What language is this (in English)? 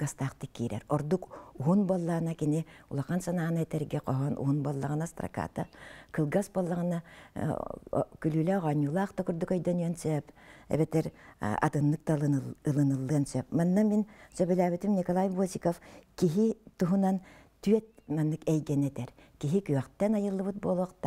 Yakut